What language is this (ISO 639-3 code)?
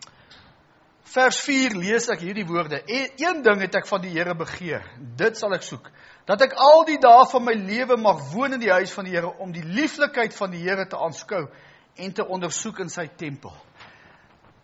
afr